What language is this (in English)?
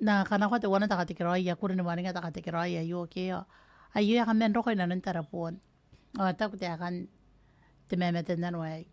Gilbertese